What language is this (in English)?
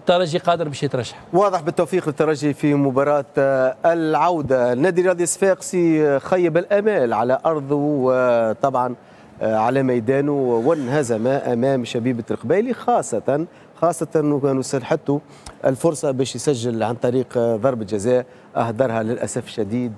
Tunisian Arabic